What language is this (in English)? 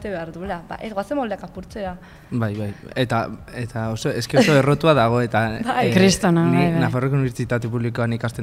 Basque